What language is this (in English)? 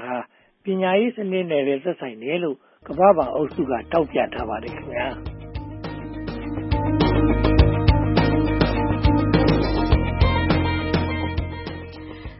Burmese